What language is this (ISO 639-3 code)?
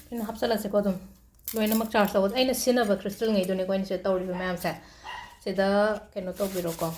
mni